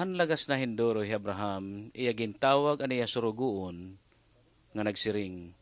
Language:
Waray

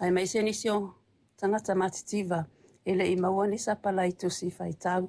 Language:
Samoan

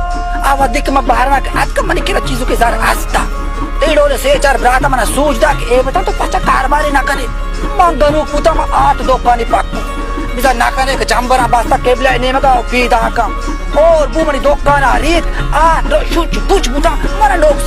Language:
Baluchi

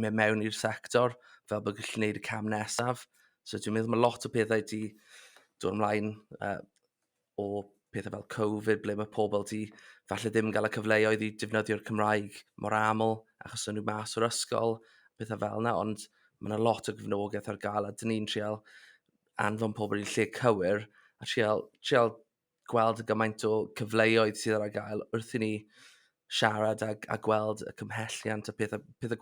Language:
Welsh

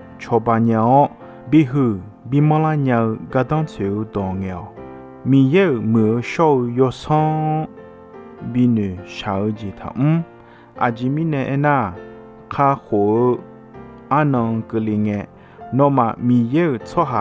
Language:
Akha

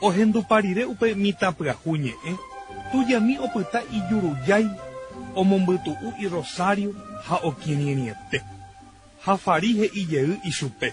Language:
Guarani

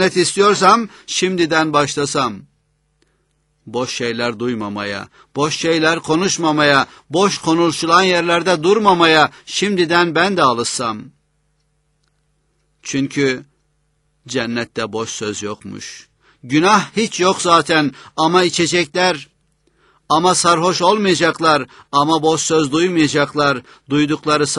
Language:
Turkish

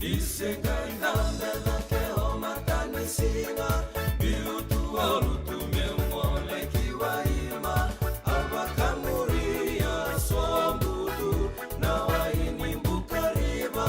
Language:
Fijian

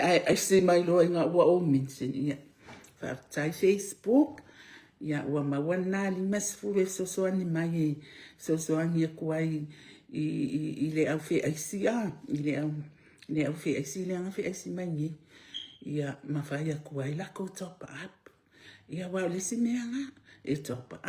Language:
Samoan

